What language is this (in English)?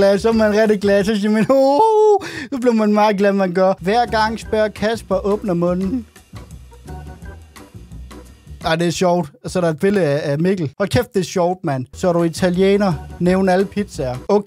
Danish